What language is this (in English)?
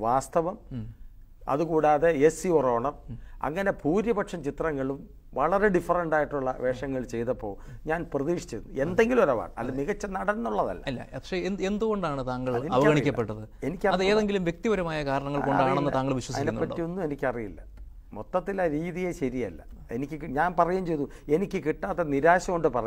Malayalam